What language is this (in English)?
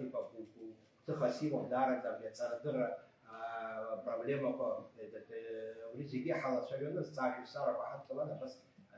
Abkhazian